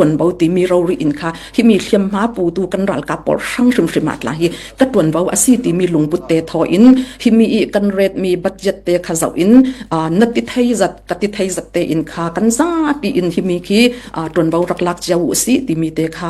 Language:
Falam Chin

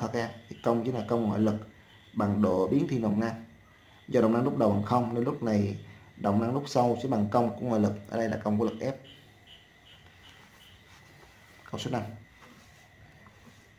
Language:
Vietnamese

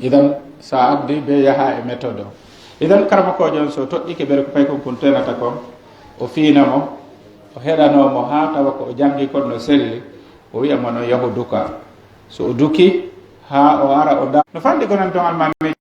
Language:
Pular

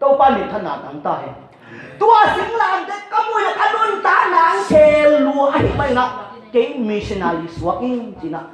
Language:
Tedim Chin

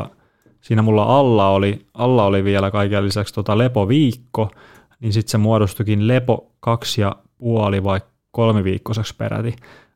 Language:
Finnish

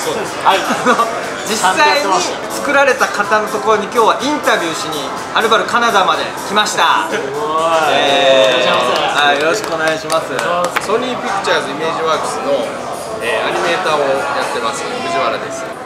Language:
Japanese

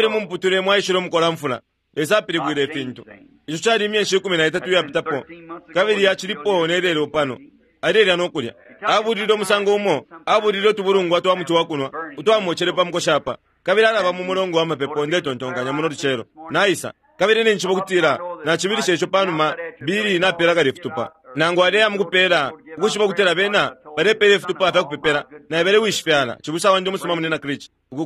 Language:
Bemba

